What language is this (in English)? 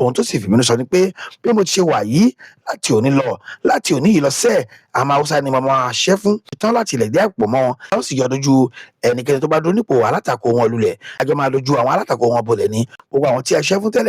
Yoruba